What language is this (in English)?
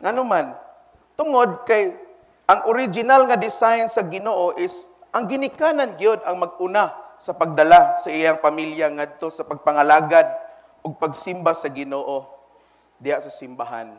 Cebuano